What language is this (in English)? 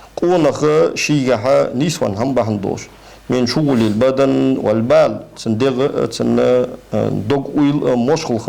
Ingush